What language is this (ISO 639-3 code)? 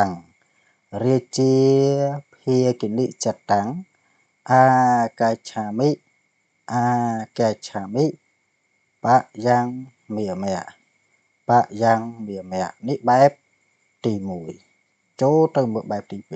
khm